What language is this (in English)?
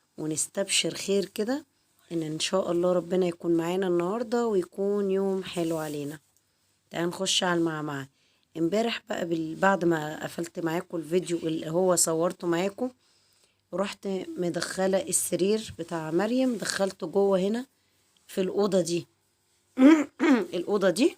Egyptian Arabic